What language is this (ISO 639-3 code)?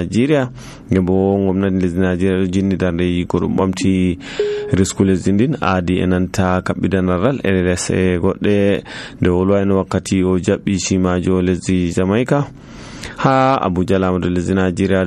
fuv